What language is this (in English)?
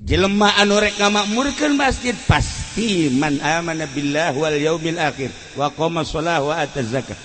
Sundanese